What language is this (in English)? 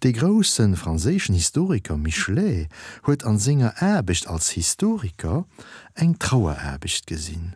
Luxembourgish